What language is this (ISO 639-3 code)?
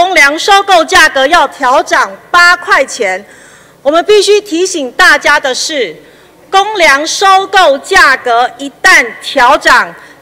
zho